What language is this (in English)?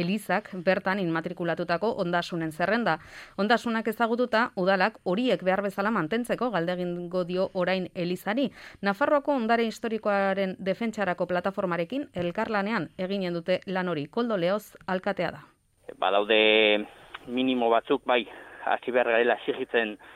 Basque